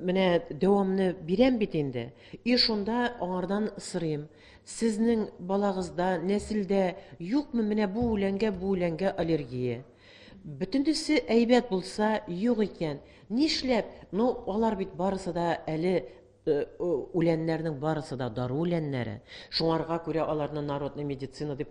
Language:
Tatar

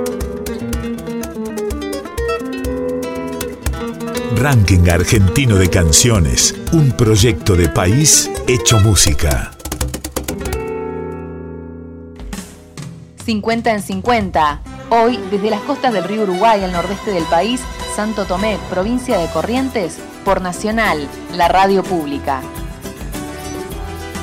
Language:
Spanish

